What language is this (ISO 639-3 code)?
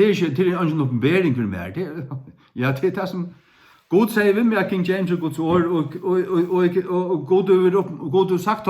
fao